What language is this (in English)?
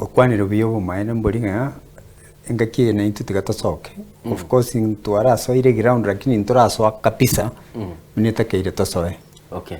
Gusii